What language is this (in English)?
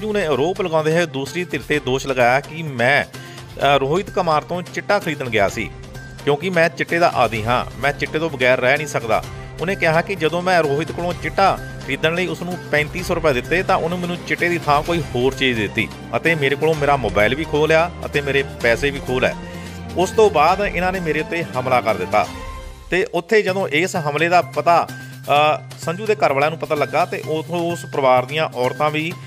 Punjabi